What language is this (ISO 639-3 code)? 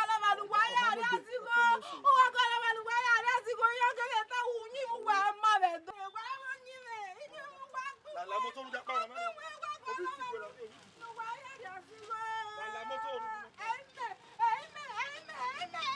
bin